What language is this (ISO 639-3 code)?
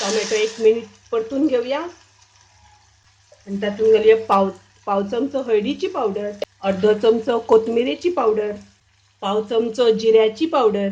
kok